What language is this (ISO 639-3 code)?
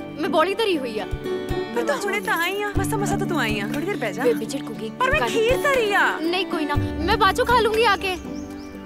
pan